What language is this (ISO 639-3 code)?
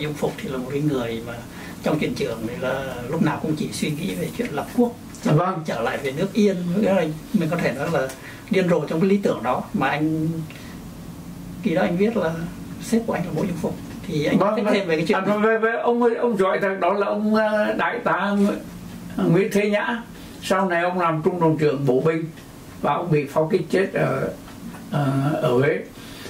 vie